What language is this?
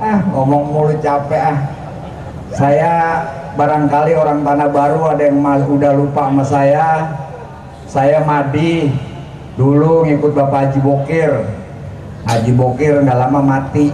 Betawi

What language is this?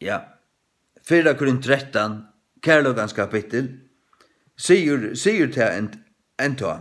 Faroese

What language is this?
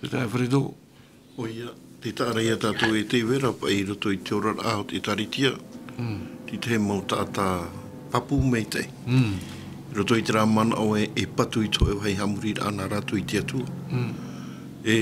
Tahitian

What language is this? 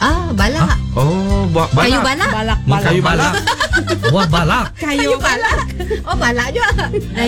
Malay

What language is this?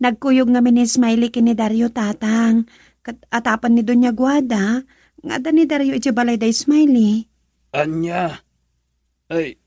Iloko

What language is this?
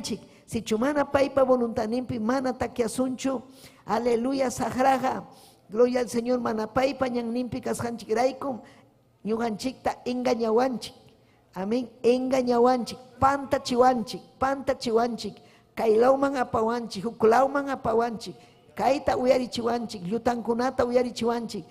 Ayacucho Quechua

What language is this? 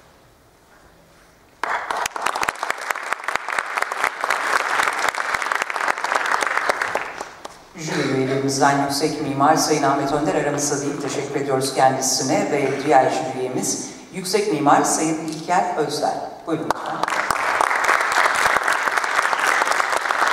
Turkish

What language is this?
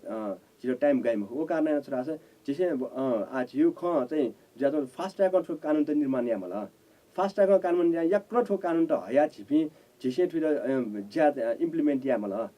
Newari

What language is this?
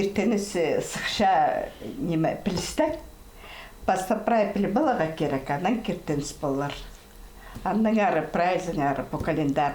Khakas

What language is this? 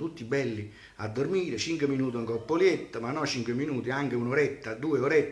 Neapolitan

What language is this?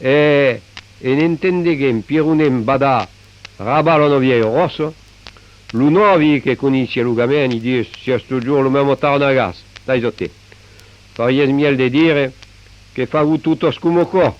Occitan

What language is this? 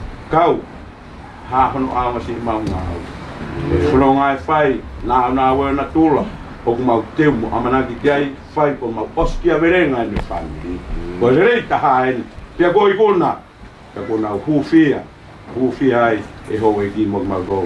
Tongan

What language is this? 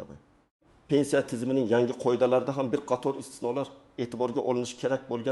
Uzbek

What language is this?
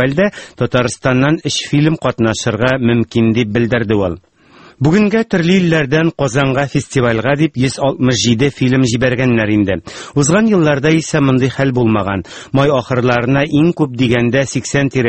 Tatar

